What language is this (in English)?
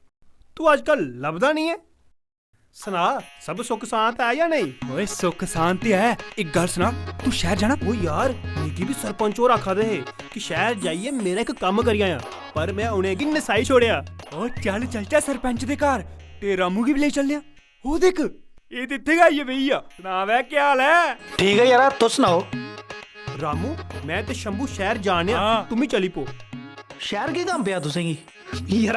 Dogri